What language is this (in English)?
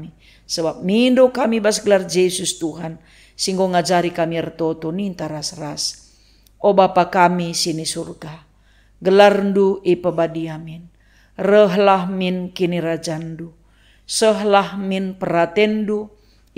Batak Karo